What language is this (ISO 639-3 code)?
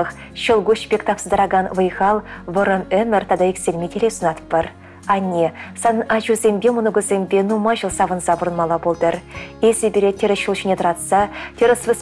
chv